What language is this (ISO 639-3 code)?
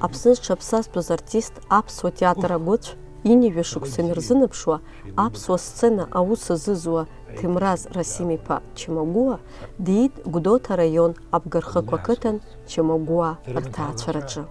abk